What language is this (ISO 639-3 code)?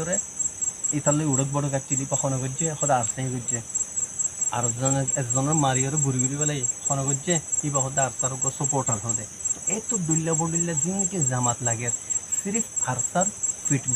rhg